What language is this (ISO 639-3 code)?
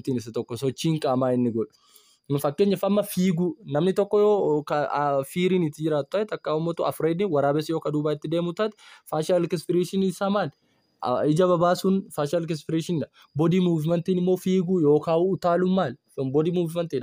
orm